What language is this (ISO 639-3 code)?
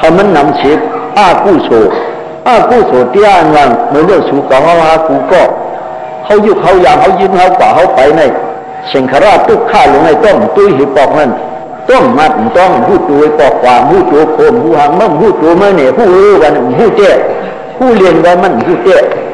shn